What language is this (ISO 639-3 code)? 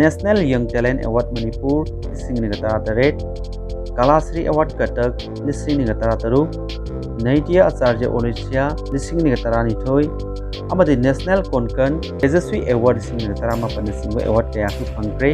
mni